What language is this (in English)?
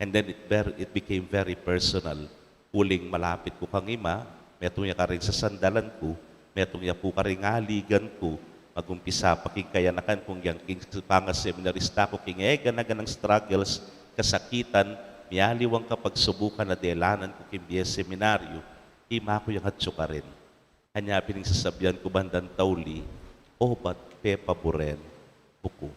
Pampanga